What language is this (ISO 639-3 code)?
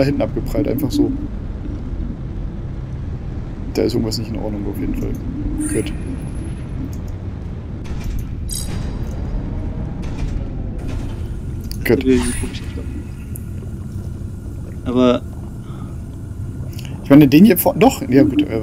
deu